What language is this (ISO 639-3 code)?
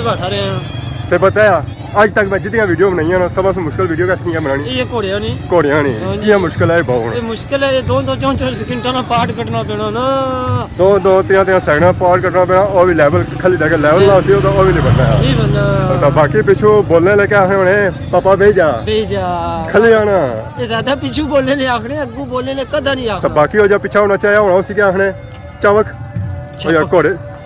phr